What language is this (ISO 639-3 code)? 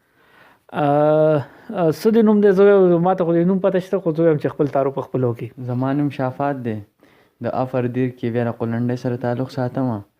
pus